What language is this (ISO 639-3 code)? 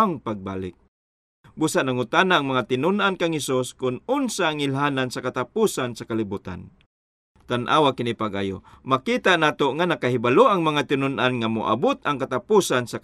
ceb